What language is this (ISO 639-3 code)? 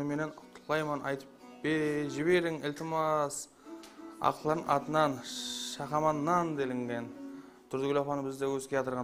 kaa